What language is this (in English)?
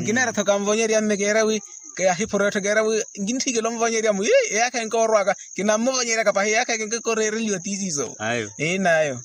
Makhuwa